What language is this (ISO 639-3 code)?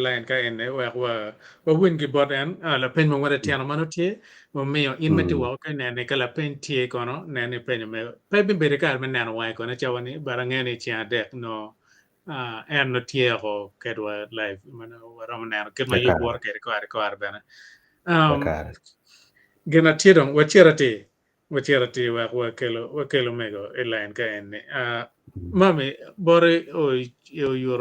ach